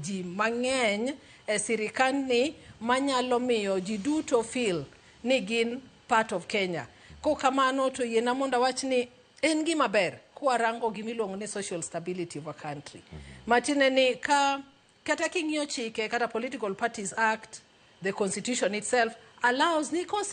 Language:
Luo (Kenya and Tanzania)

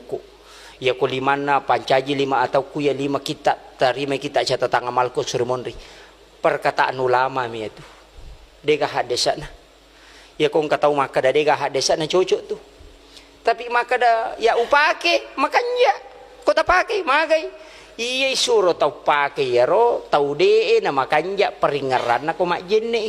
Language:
Buginese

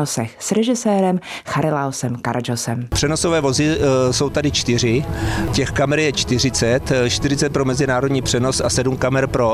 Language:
Czech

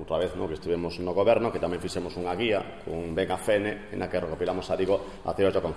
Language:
Galician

